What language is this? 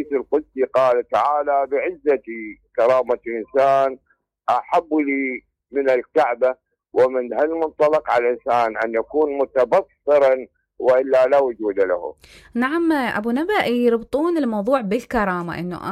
Mesopotamian Arabic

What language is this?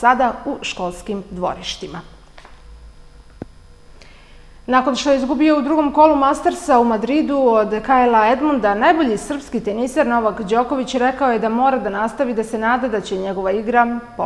Serbian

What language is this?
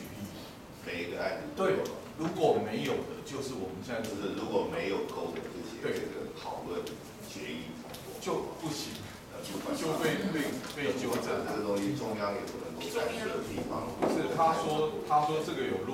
Chinese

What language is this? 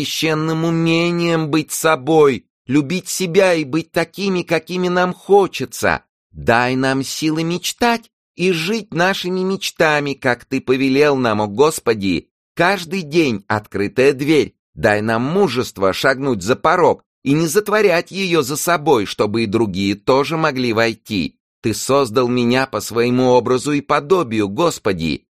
Russian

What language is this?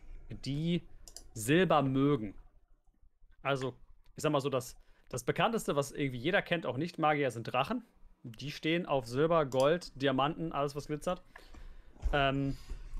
German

